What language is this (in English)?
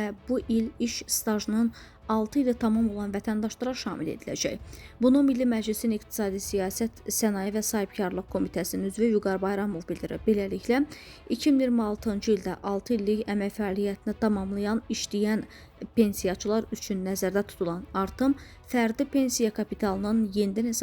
Azerbaijani